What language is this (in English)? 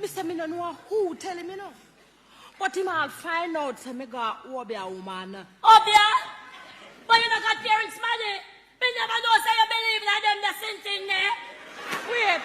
Jamaican Creole English